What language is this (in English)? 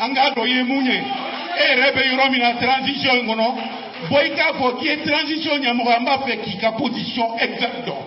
Bambara